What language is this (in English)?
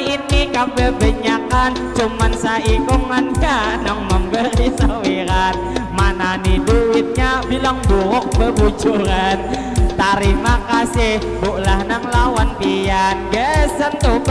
Banjar